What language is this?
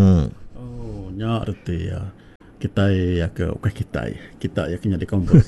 Iban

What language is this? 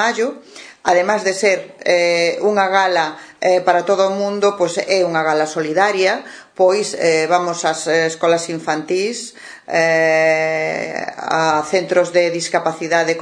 Galician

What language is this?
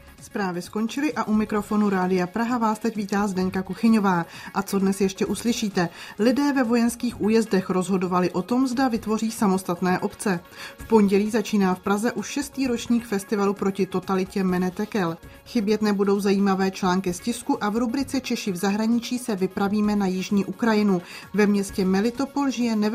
Czech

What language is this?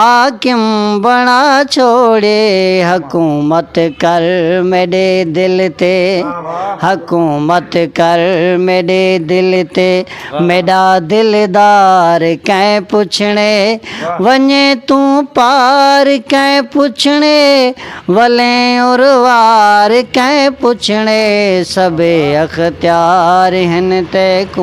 Saraiki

